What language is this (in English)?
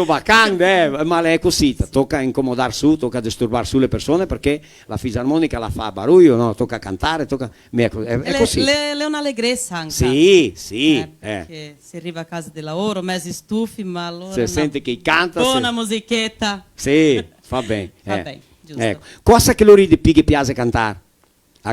Venetian